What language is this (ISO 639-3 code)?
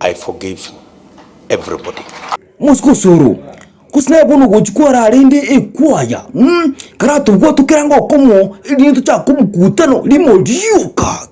guz